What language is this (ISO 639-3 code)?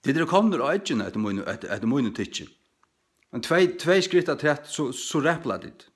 fao